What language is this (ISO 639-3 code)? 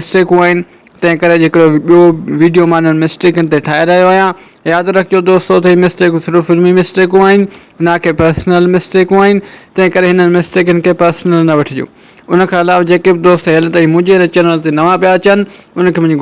snd